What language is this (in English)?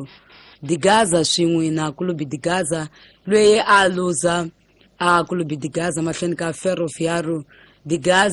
Tsonga